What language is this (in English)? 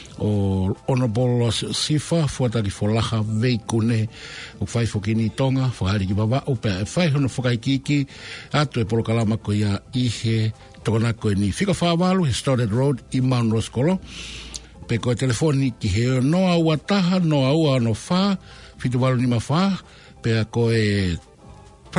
Tongan